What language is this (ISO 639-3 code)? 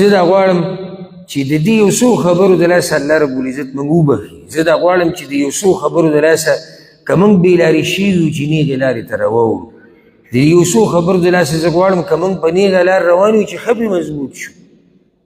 pus